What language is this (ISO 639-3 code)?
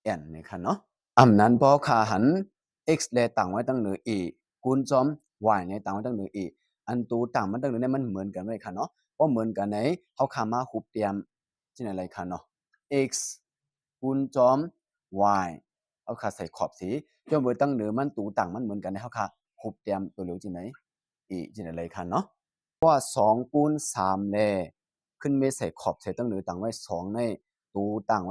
shn